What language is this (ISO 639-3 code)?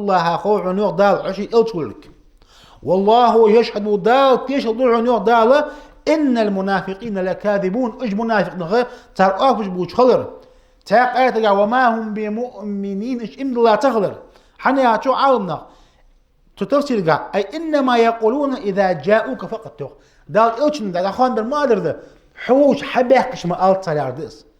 inh